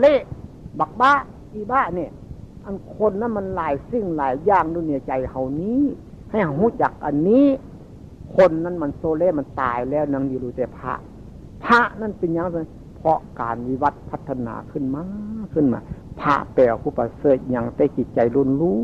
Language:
Northeastern Thai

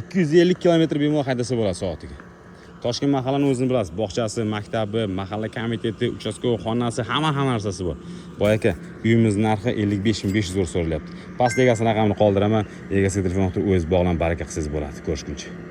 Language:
Uzbek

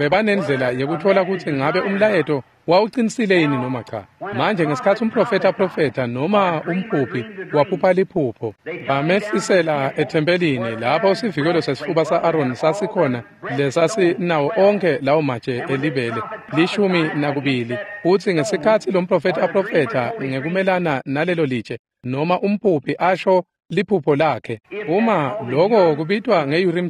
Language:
Swati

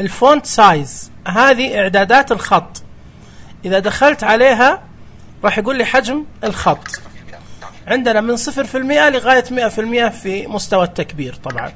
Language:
Najdi Arabic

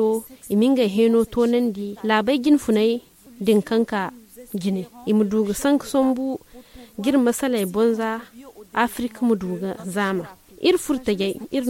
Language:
Zarma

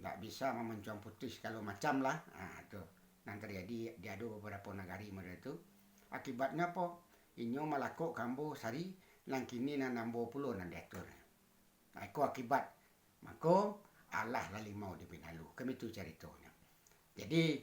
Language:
Minangkabau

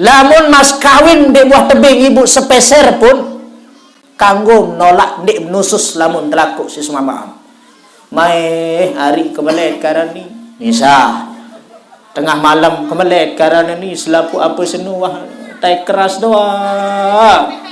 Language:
Sasak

